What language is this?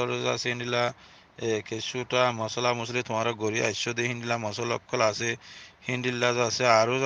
Rohingya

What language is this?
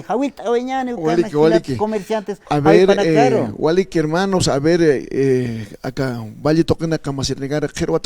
Aymara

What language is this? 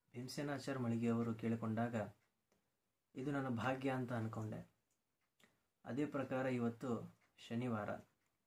Kannada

